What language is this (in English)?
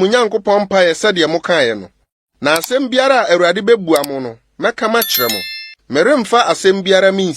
Akan